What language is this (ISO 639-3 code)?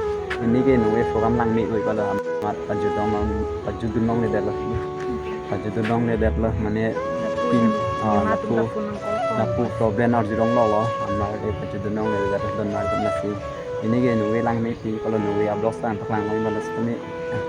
mjw